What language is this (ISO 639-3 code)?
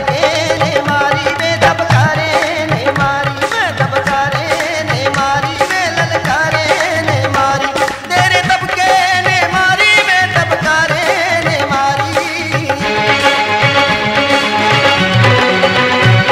hin